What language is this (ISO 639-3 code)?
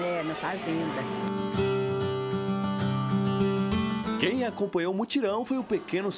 por